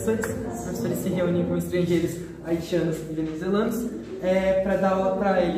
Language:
Portuguese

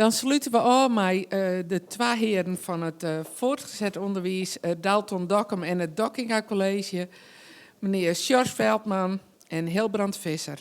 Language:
Western Frisian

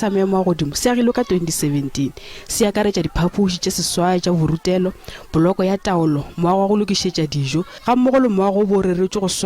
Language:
Northern Sotho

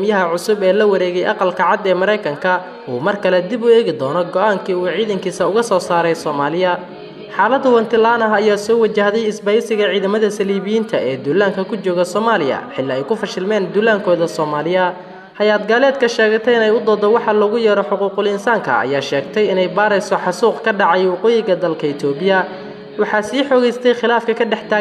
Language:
Somali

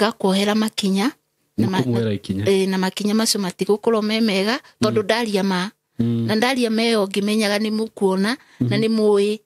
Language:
Kikuyu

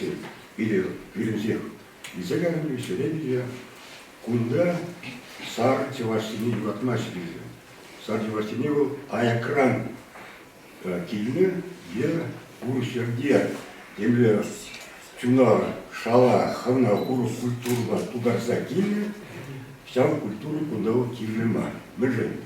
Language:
Chuvash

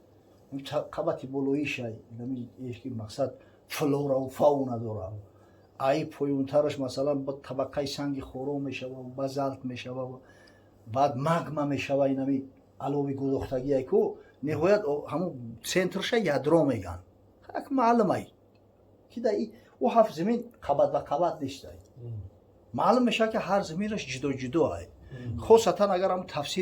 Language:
Tajik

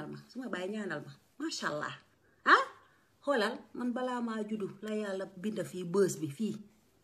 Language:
Wolof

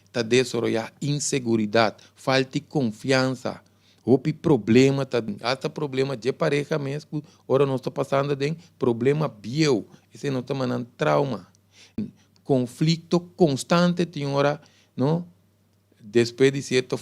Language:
Papiamento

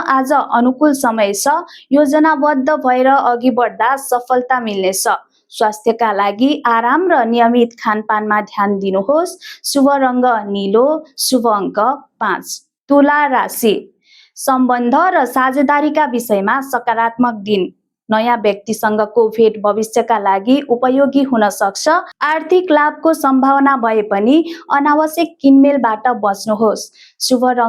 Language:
Nepali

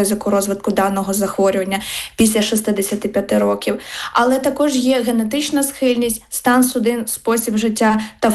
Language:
Ukrainian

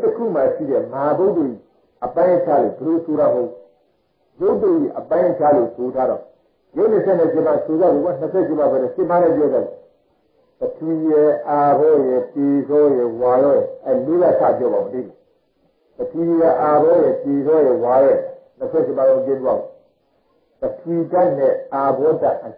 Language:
Burmese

